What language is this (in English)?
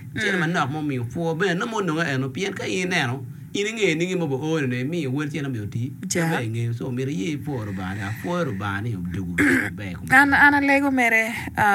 Acoli